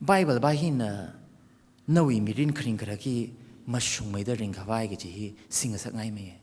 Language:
Tangkhul Naga (India)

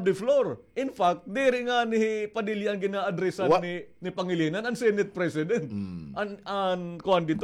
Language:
Waray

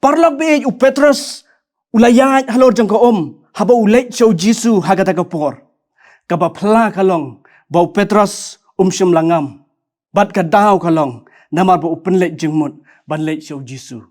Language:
Khasi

